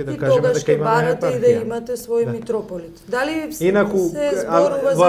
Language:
Macedonian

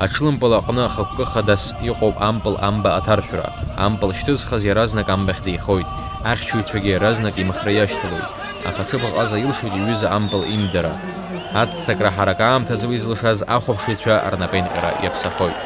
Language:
Abkhazian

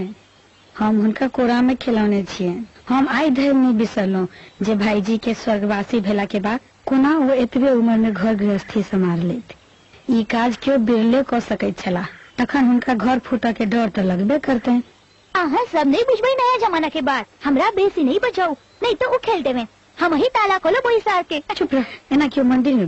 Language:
Maithili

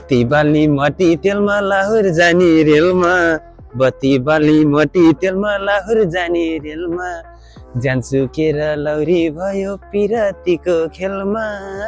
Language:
Nepali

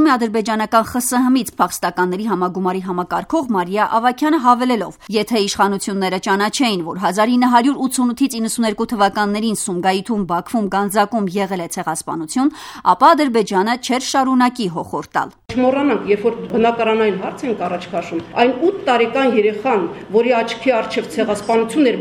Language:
Armenian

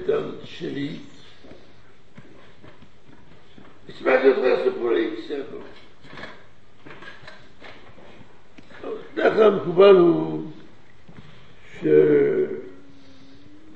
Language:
Hebrew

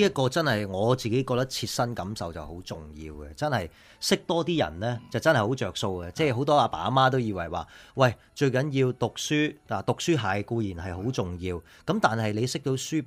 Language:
Cantonese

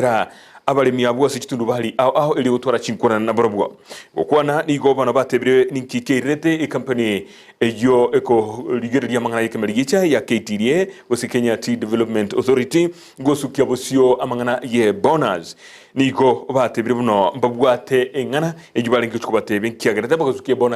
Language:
Gusii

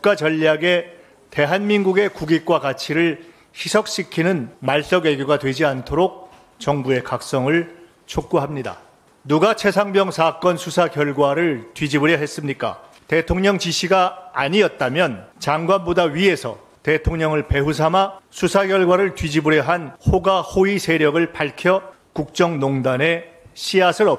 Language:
Korean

